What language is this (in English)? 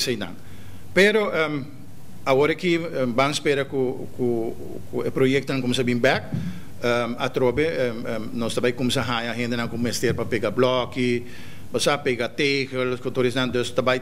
Papiamento